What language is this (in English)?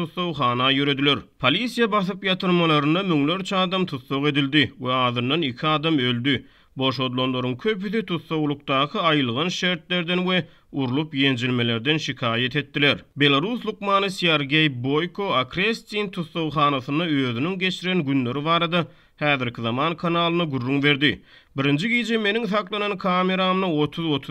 Turkmen